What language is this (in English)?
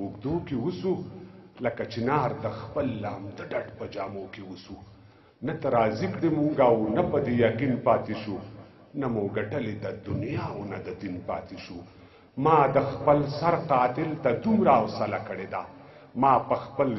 Pashto